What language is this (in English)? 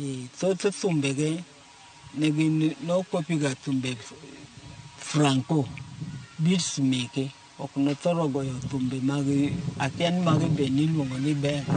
Luo (Kenya and Tanzania)